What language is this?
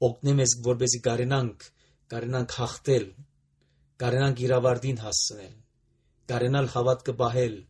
Armenian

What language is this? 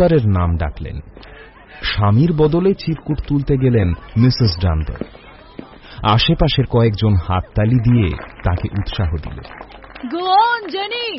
Bangla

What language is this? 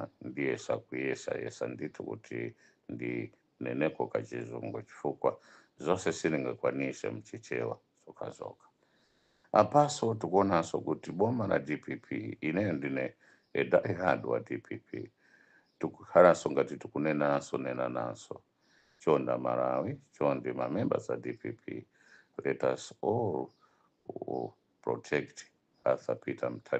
Nyanja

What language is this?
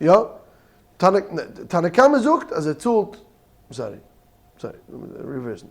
Yiddish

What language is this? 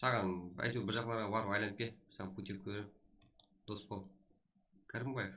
Kara-Kalpak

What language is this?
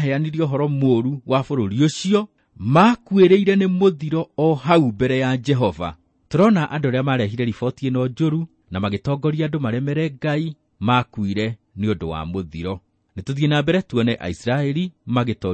Kikuyu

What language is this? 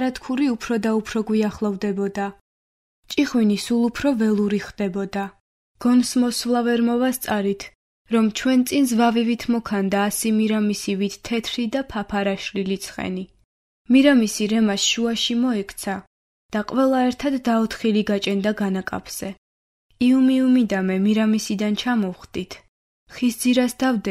Georgian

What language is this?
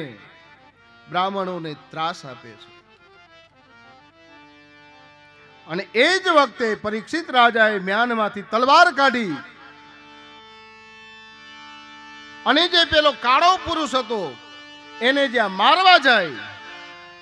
Gujarati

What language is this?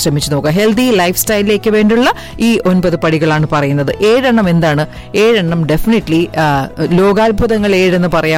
Malayalam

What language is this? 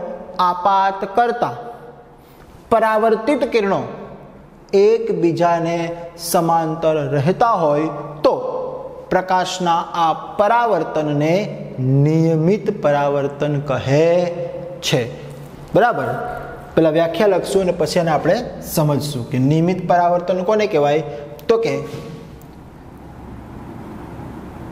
Gujarati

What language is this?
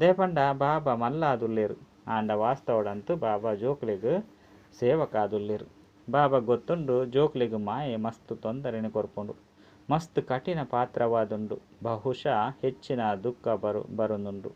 Tulu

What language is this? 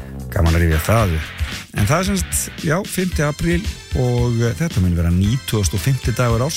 Icelandic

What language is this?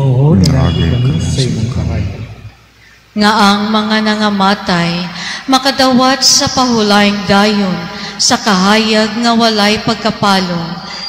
Cebuano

